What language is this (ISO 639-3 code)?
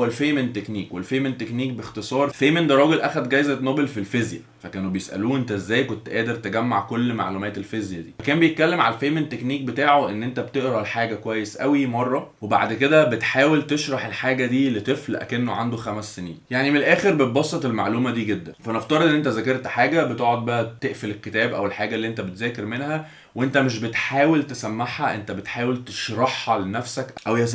arz